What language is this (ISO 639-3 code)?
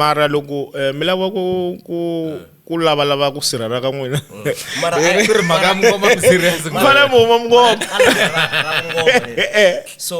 tso